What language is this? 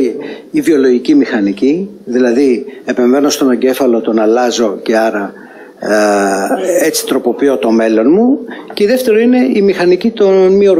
Greek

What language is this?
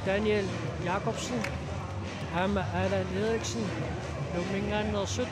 Kalaallisut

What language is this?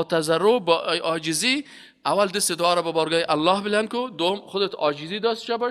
Persian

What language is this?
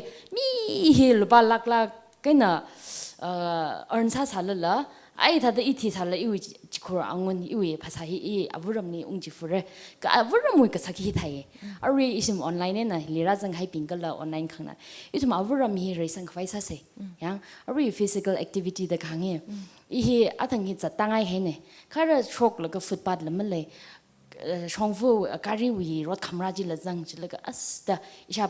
Tangkhul Naga (India)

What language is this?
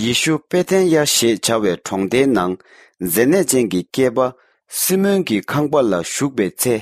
Tibetan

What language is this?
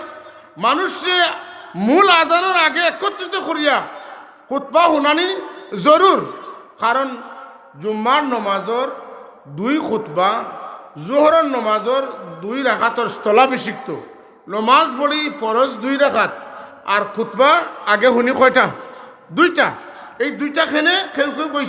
Sylheti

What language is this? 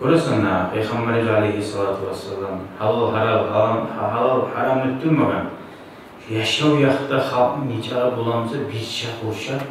Kumyk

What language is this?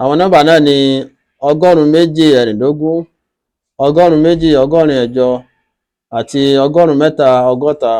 Yoruba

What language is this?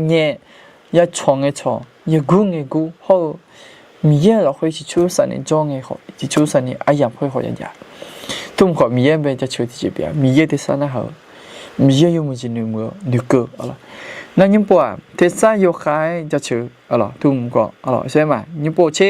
Akha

